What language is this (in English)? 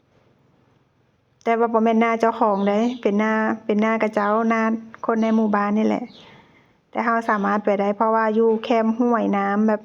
Lao